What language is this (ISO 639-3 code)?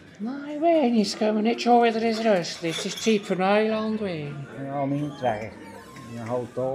gsw